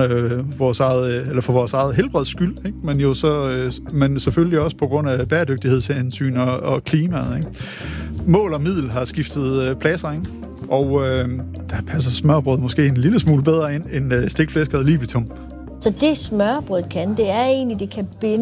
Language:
Danish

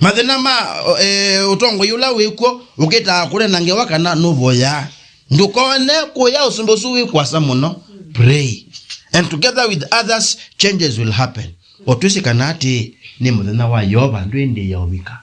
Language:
Kamba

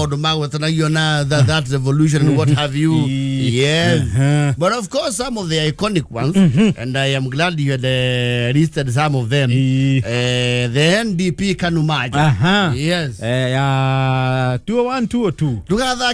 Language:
Kikuyu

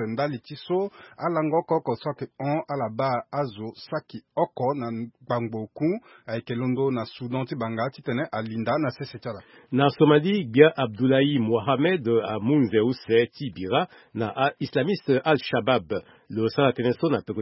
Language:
Sango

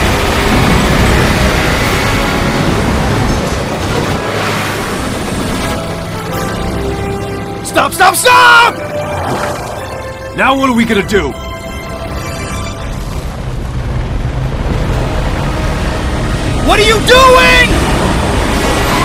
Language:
English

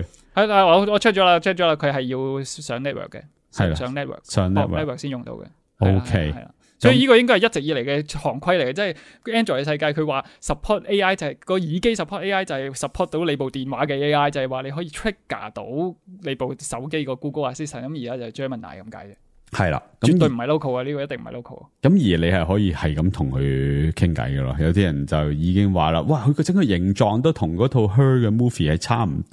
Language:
Cantonese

